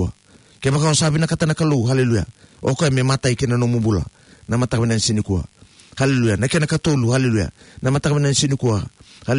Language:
Fijian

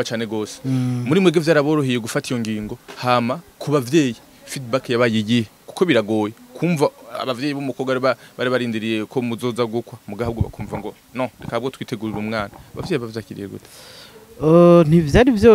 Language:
Rundi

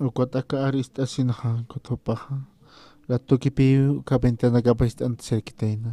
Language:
Aymara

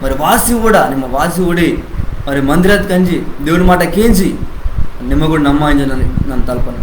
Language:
Koya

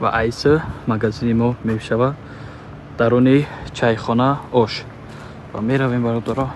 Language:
Tajik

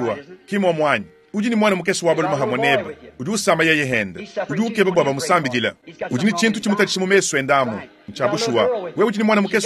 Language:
Luba-Lulua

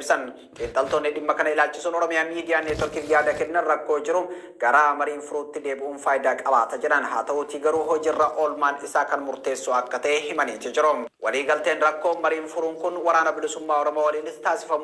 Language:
Oromo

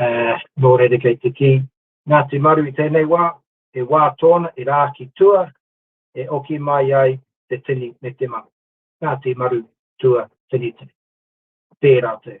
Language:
Māori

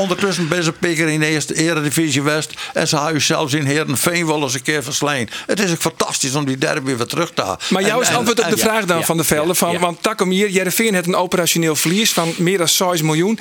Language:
Western Frisian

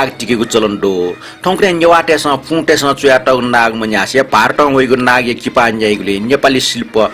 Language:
Newari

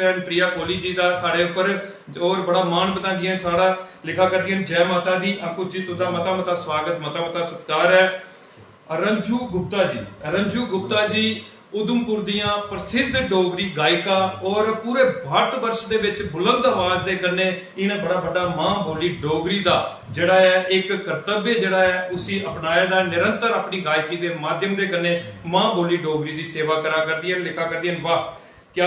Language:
Dogri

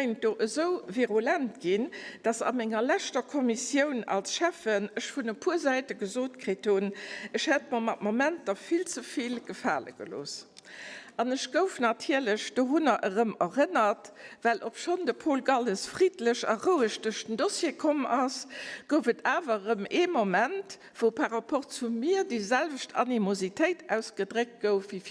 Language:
Luxembourgish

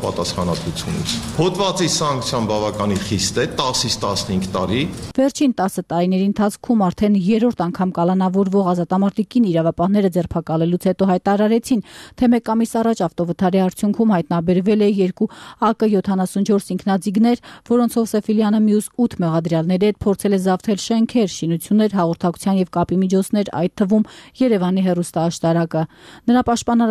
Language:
Armenian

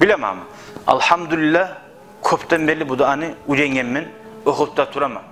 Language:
Kumyk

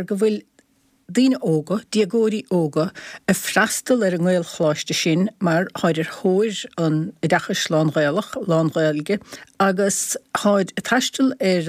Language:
Irish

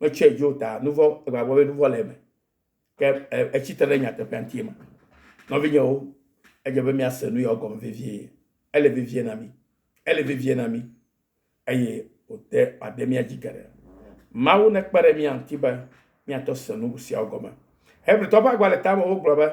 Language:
Ewe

